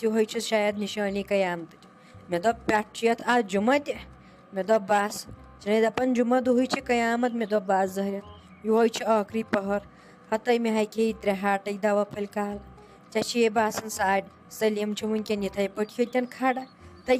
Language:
Kashmiri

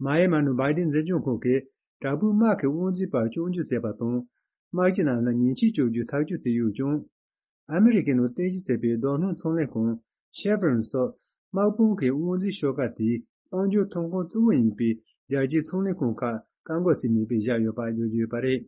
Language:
Tibetan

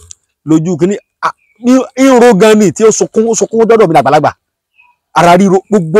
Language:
Yoruba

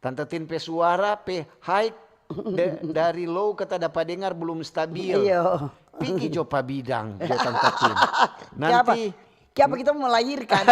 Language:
Manado Malay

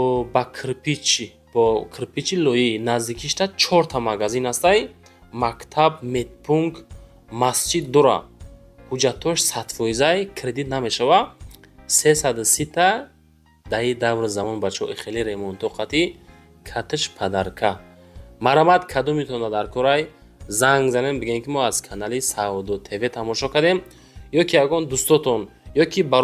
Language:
Tajik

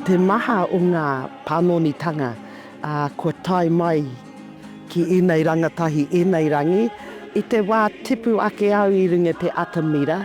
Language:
Māori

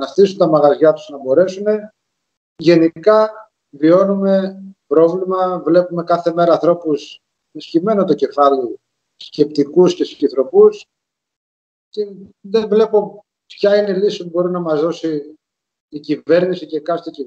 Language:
Greek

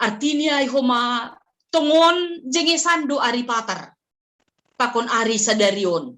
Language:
Batak Simalungun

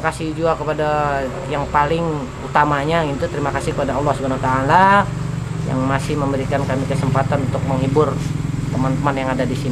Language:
Banjar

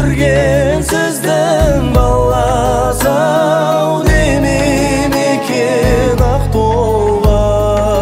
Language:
Kazakh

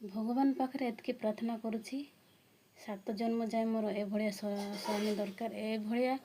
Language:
Odia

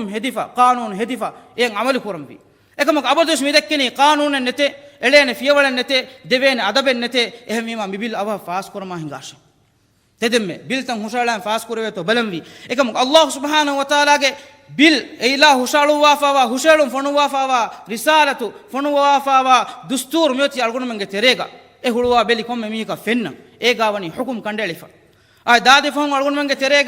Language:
Divehi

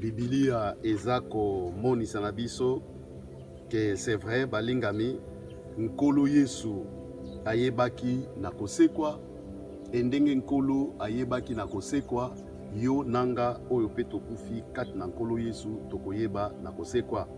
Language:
Lingala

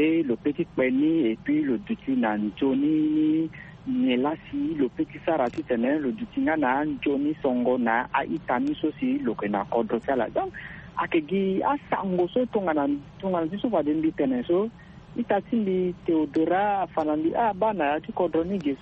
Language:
Sango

